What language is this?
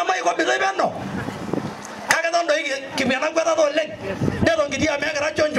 Masai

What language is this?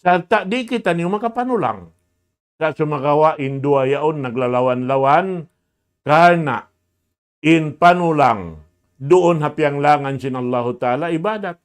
Tausug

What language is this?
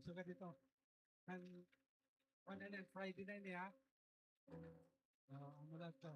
Waray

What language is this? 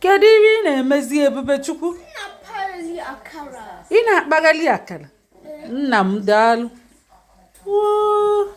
Igbo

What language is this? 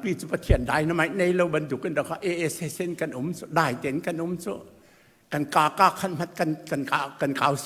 Hakha Chin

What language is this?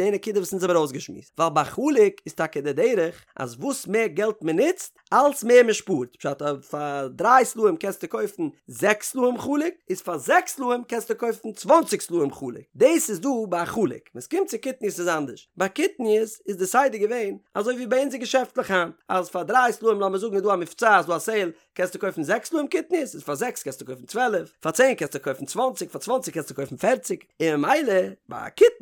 Yiddish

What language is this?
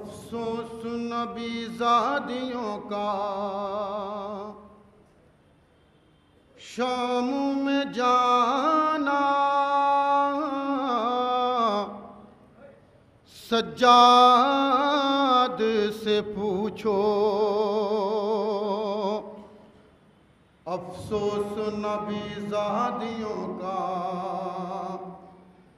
Urdu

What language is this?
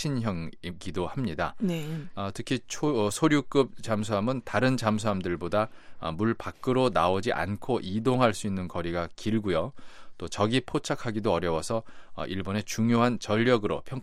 Korean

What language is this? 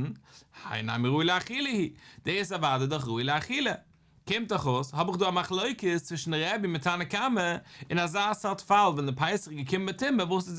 Yiddish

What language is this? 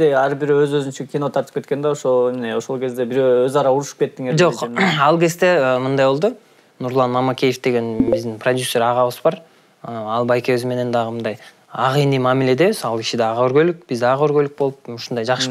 Kyrgyz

